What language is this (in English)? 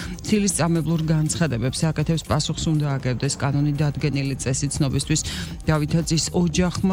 Georgian